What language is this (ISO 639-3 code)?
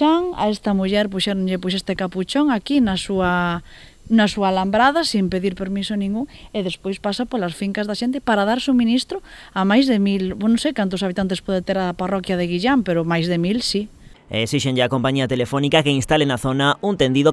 glg